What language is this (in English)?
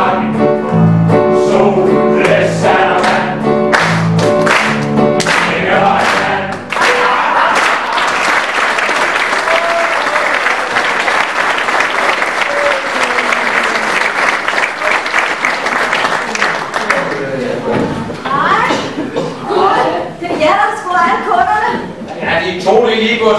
Danish